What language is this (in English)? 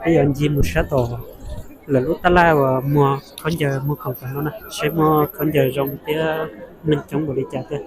Hmong